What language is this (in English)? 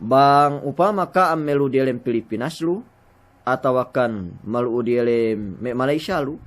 Yakan